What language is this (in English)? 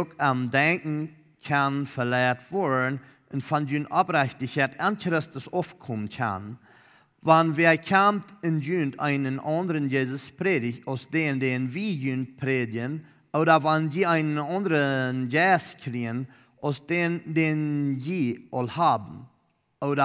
Plautdietsch